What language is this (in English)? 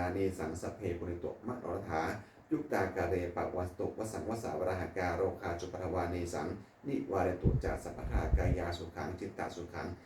Pali